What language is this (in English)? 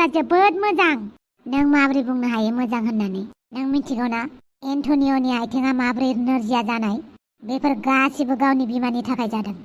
Bodo